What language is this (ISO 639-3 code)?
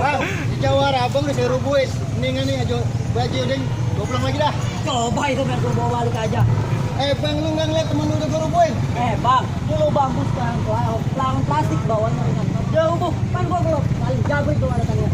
bew